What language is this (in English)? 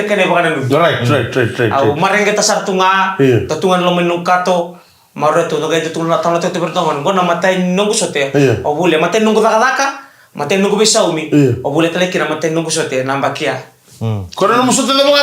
Fijian